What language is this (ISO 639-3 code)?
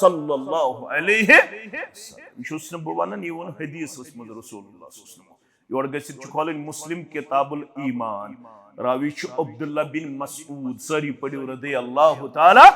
kas